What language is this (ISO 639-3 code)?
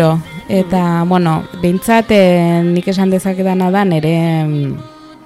eus